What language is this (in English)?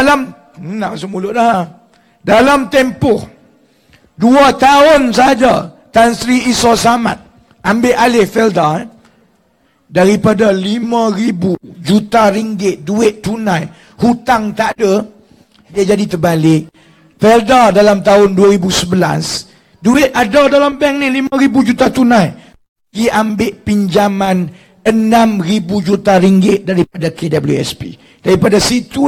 Malay